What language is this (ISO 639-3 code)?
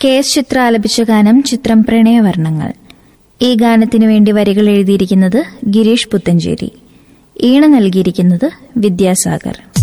mal